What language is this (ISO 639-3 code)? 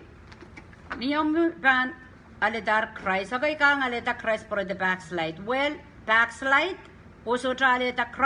pon